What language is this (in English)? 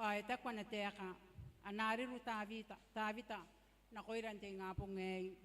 Gilbertese